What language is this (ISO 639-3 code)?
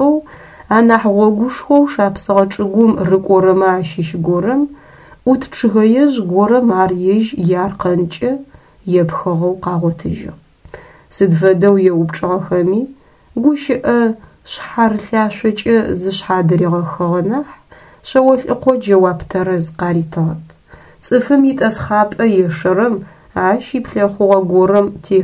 ady